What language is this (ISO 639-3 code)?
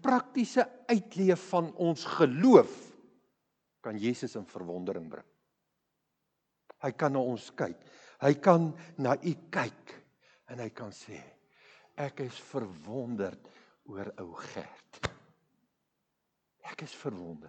afr